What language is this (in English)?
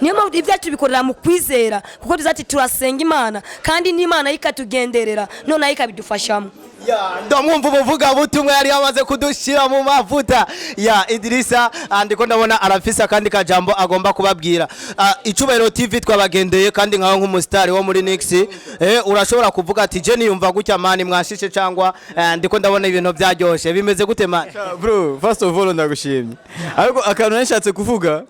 Rundi